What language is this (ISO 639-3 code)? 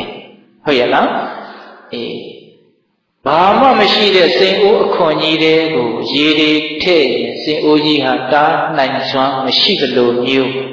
mya